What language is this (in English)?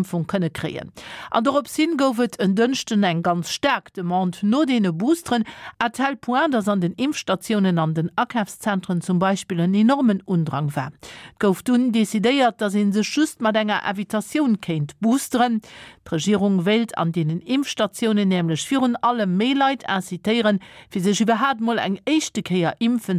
Luxembourgish